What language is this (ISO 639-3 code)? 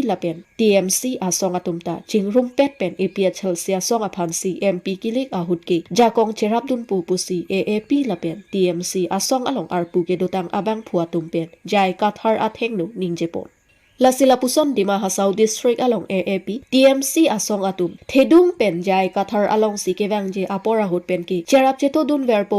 mjw